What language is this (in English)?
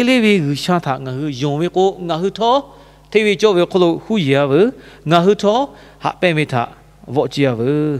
Lahu